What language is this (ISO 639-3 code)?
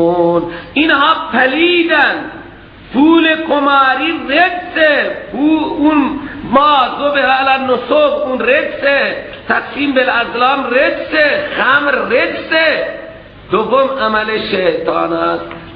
fas